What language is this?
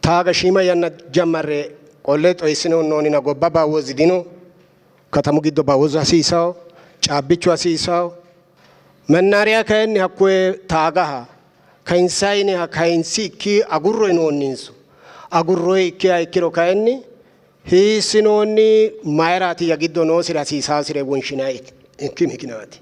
Sidamo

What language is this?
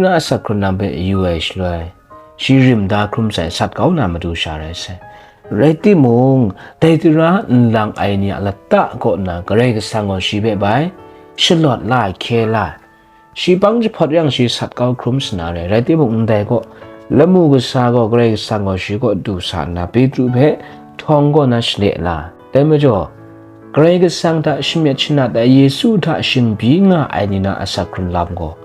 Kachin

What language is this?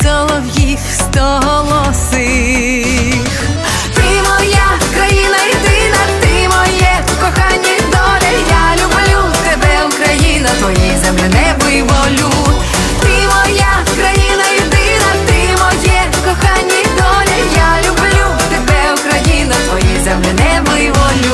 Ukrainian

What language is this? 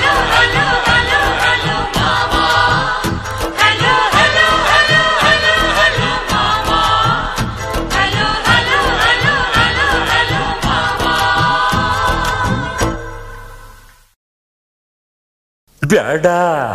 Kannada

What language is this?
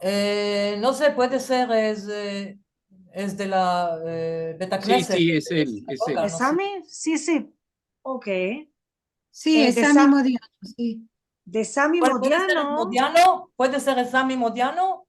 Ladino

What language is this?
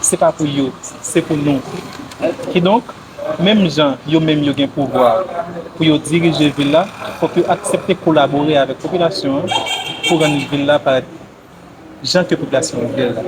Haitian Creole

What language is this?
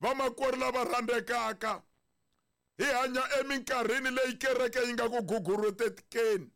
Tsonga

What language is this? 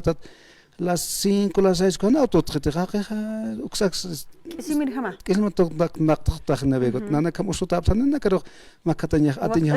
Aymara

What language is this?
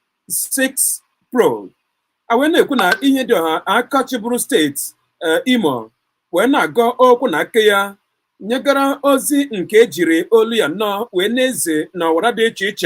Igbo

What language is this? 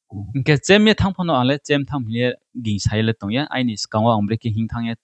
Riang (India)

